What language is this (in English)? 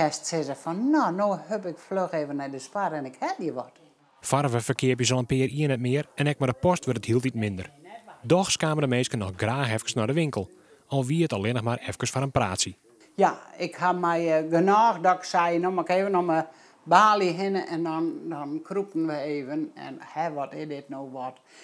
Western Frisian